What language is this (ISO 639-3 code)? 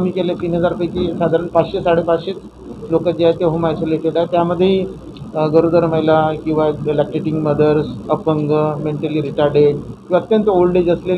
mar